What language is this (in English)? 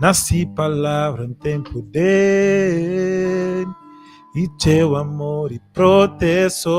Kabuverdianu